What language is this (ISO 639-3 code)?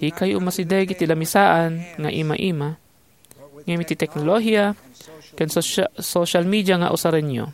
ilo